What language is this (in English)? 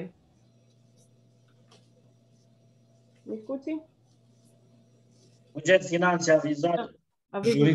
Romanian